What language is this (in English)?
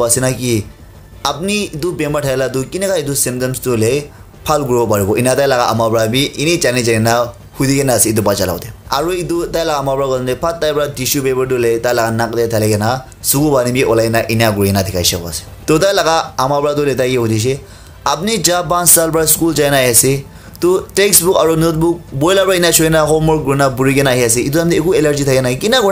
Naga Pidgin